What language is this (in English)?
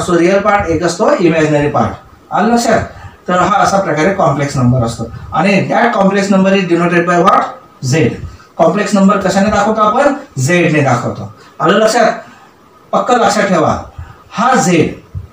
Marathi